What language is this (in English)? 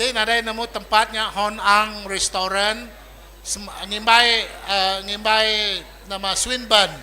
Iban